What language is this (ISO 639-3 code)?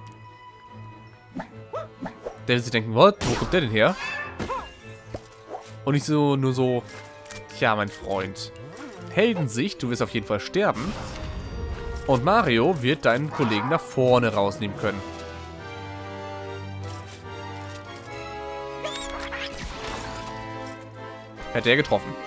deu